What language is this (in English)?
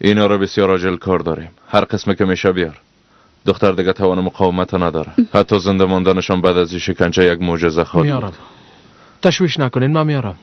Tajik